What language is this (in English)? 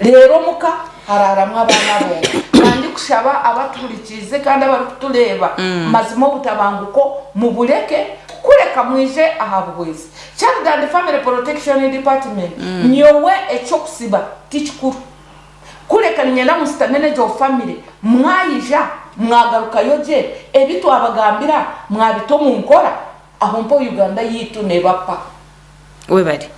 Nyankole